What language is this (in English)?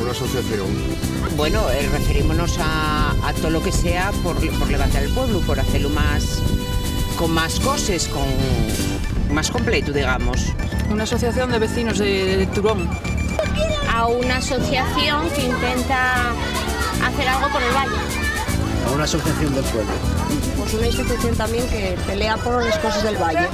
Asturian